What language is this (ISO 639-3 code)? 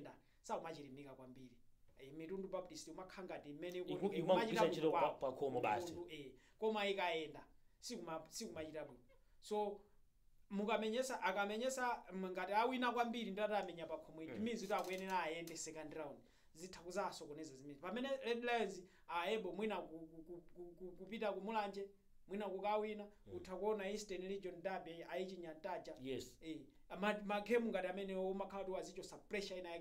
nya